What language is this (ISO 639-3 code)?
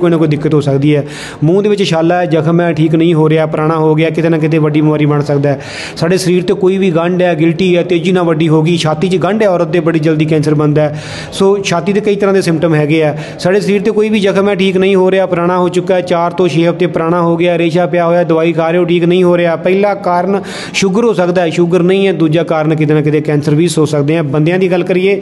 pan